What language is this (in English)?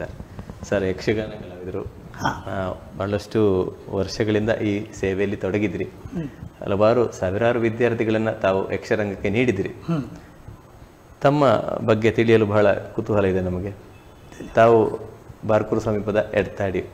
Kannada